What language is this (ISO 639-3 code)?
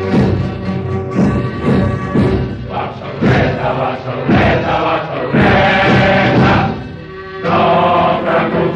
cat